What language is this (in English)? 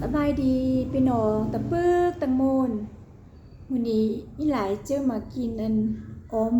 Lao